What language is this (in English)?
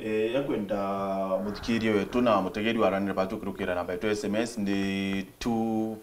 Meru